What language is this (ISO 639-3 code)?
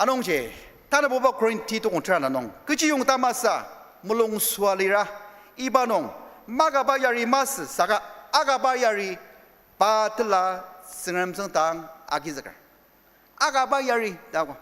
njo